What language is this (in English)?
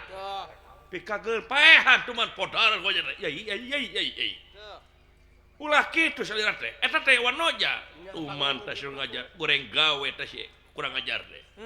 Sundanese